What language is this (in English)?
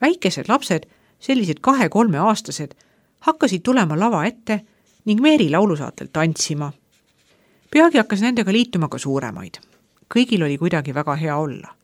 Estonian